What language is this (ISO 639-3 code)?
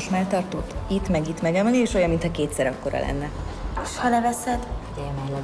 hun